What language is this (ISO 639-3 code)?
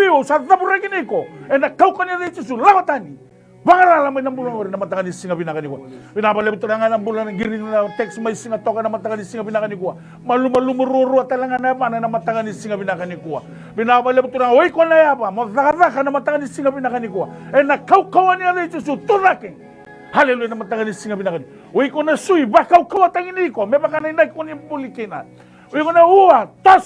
fij